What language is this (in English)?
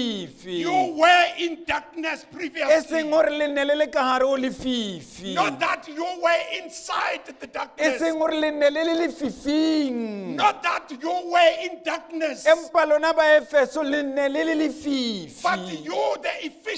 Southern Sotho